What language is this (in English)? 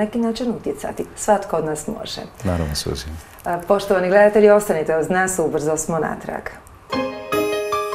Croatian